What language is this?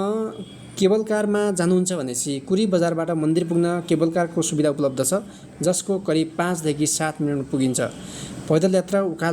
Nepali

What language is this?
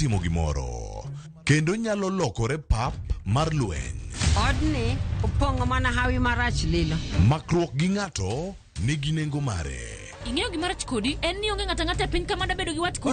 Luo (Kenya and Tanzania)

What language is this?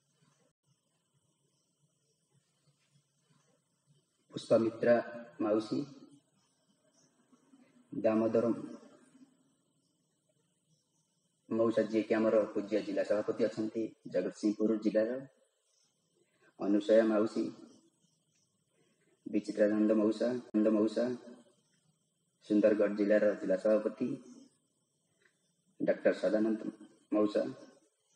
Odia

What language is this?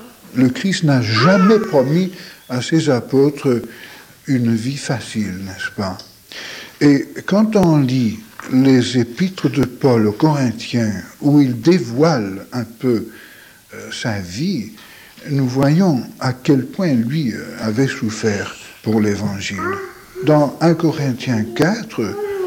French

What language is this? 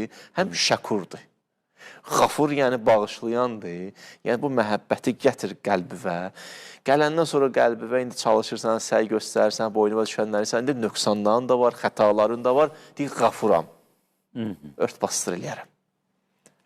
Azerbaijani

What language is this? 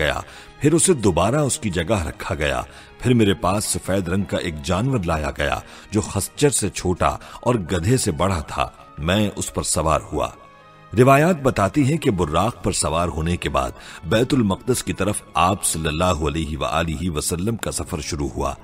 Urdu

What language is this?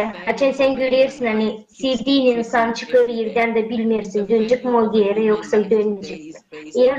Gagauz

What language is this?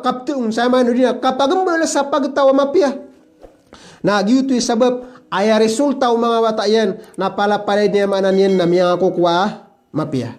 Maranao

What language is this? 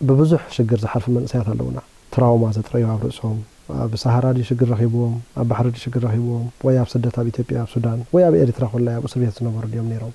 Tigrinya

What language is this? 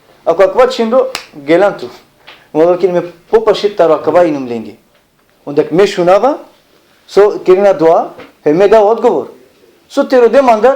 Balkan Romani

